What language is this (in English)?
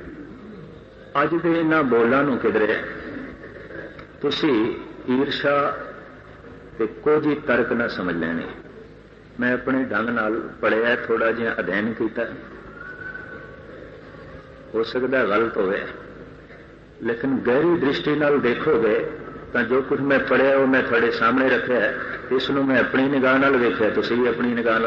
Punjabi